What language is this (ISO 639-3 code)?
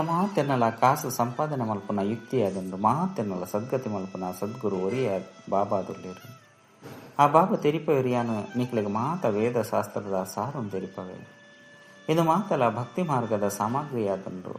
tcy